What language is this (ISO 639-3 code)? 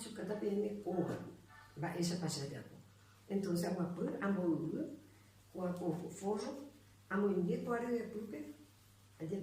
grn